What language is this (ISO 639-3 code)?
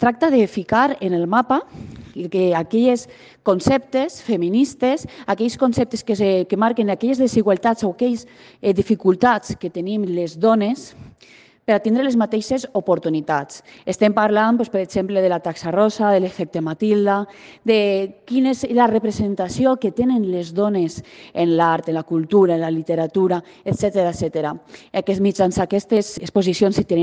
cat